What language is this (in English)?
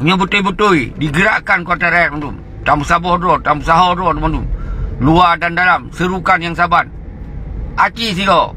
Achinese